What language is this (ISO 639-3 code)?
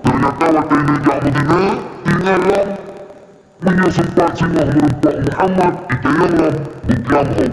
ace